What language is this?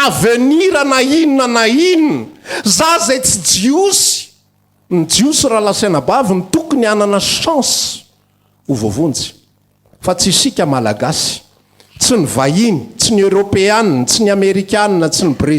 Malagasy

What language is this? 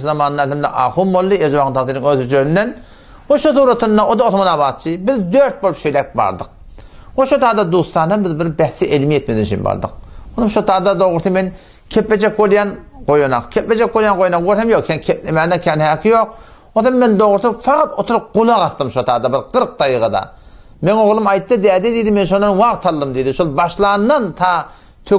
Turkmen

